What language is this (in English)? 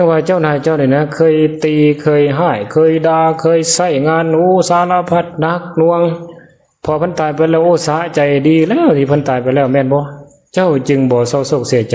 Lao